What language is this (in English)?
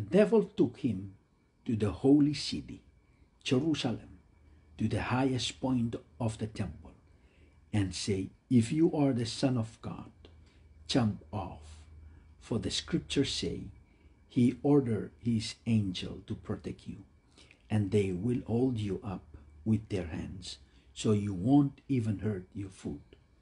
Pohnpeian